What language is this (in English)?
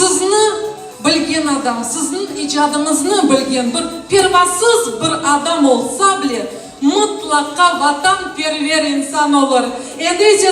Crimean Tatar